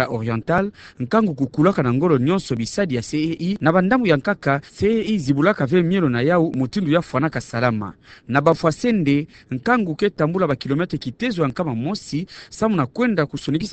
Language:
Kituba (Democratic Republic of Congo)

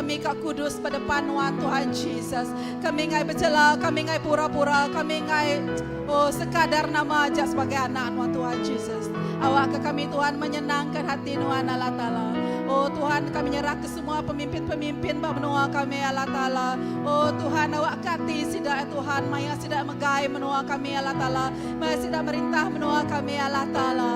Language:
Iban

